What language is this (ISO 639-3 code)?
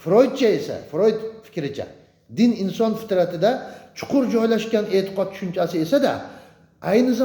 uzb